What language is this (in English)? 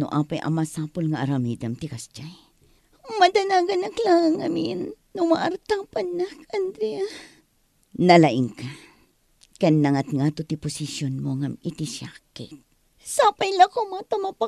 Iloko